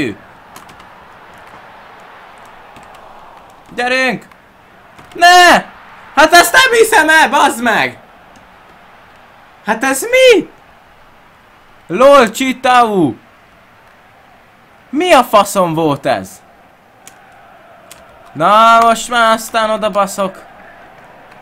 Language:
Hungarian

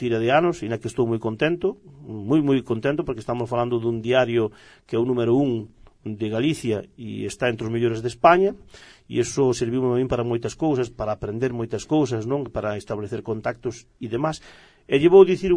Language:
Galician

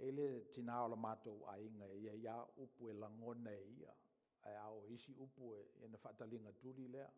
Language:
Samoan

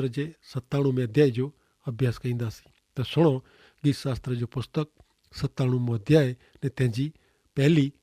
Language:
Kachhi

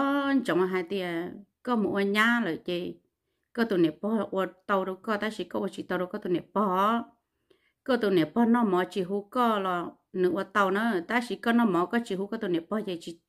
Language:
Hmong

